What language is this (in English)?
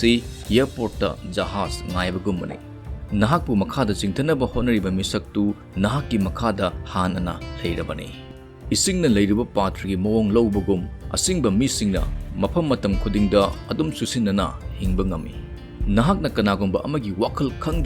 Manipuri